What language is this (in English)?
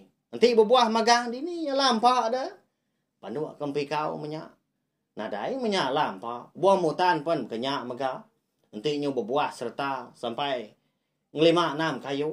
Iban